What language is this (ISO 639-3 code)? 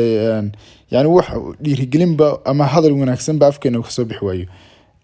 som